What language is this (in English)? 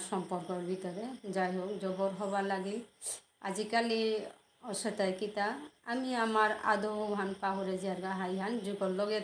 Bishnupriya